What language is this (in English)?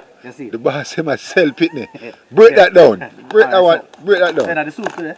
Jamaican Creole English